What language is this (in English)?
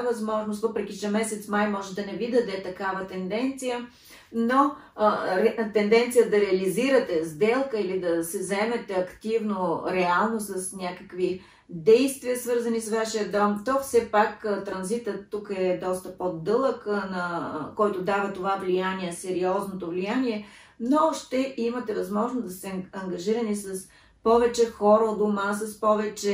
Bulgarian